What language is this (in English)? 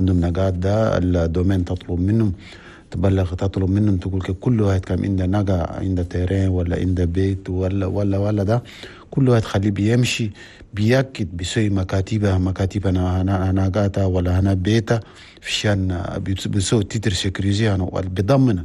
Chadian Arabic